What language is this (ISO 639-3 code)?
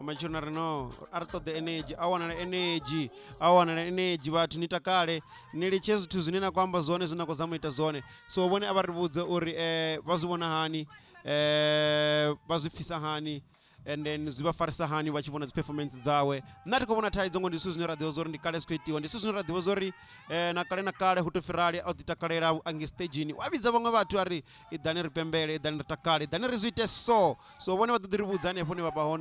ven